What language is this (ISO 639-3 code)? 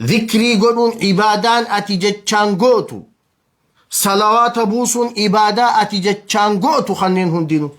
orm